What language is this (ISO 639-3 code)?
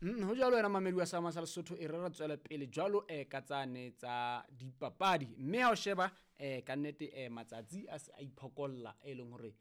sot